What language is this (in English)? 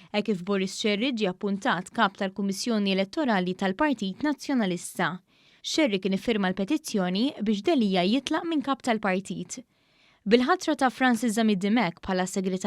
Maltese